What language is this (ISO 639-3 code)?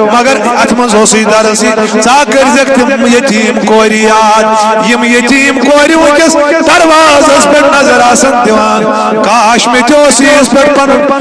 kas